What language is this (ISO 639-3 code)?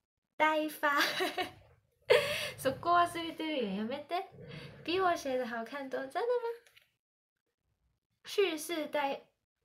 zho